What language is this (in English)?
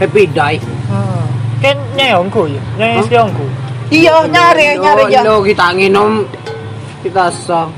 Madurese